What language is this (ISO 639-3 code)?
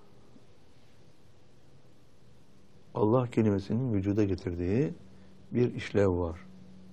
tur